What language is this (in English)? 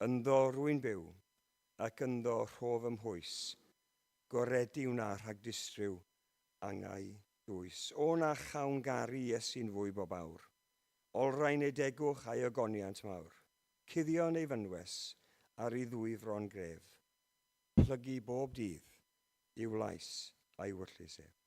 Welsh